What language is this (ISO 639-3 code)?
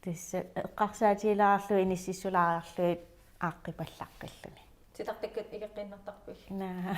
kal